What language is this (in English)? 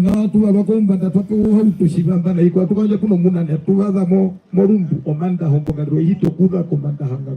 Herero